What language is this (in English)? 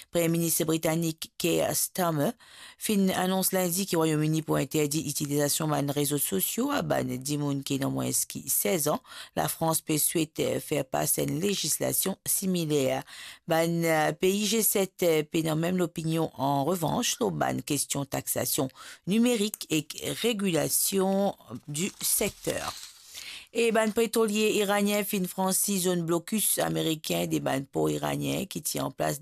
Morisyen